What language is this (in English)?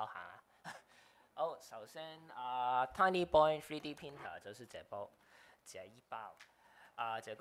Chinese